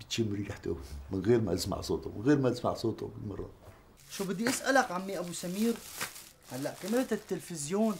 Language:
North Levantine Arabic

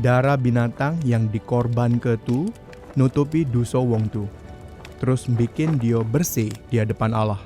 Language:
Musi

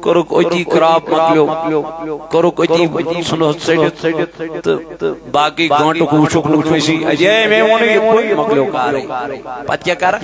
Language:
Kashmiri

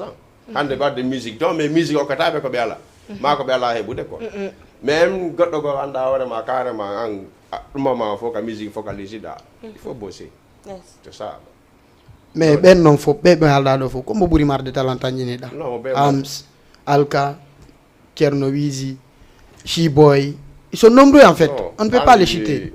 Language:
Fula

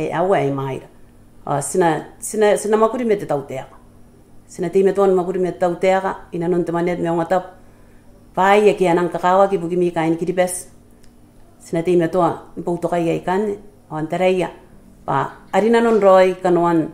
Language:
Gilbertese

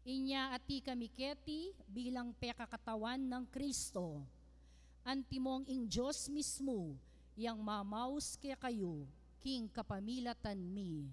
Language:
Pampanga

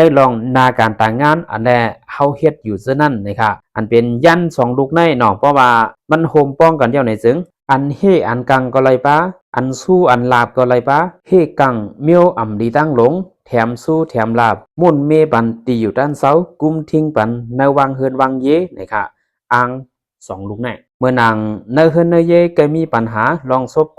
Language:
Shan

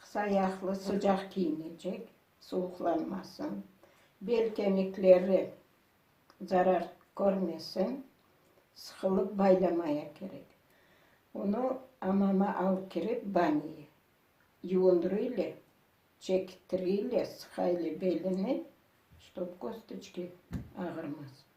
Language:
Crimean Tatar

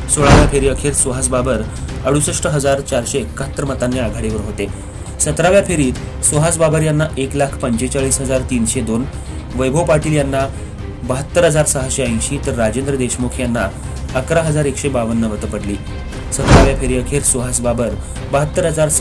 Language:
Marathi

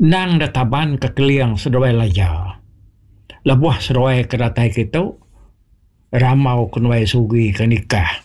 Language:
Iban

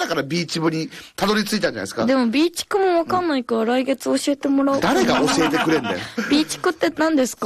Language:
Japanese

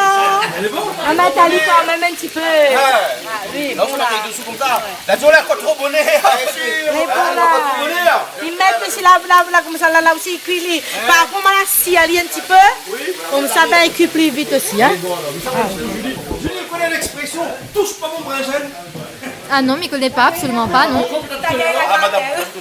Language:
Réunion Creole French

